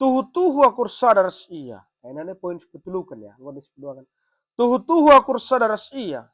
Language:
Batak Karo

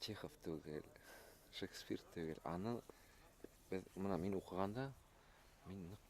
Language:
Bashkir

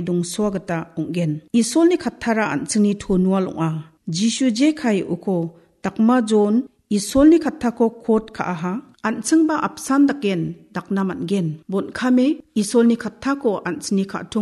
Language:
Garo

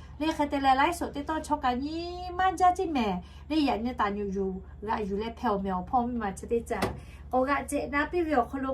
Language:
Lahu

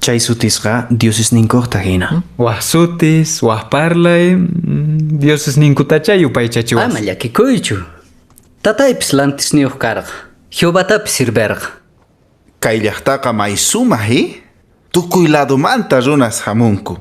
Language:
Quechua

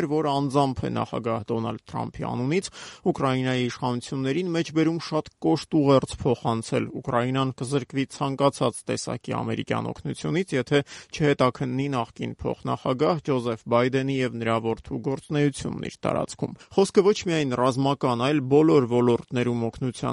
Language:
Armenian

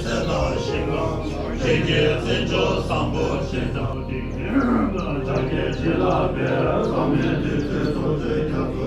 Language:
Tibetan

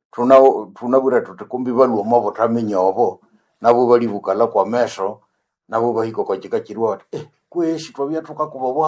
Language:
Nande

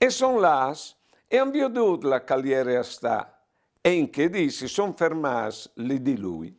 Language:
Friulian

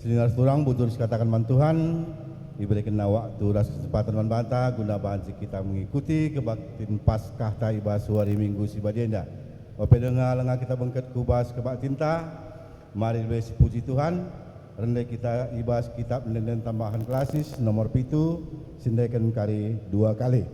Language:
Batak Karo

